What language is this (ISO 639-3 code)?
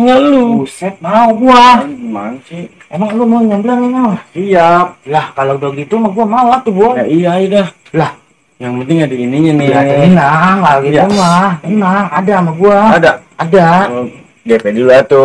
bew